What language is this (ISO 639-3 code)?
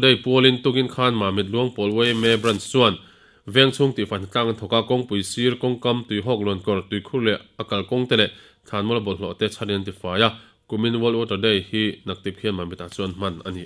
lus